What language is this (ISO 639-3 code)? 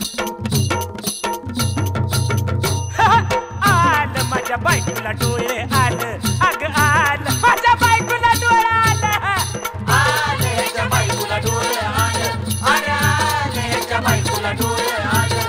mar